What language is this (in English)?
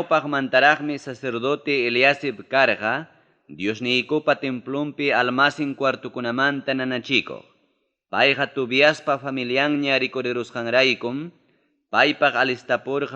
Ayacucho Quechua